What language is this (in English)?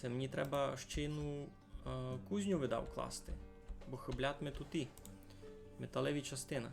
Rusyn